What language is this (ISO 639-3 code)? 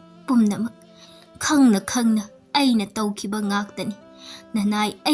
mni